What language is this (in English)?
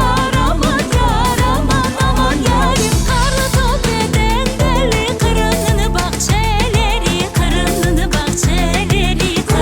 Crimean Tatar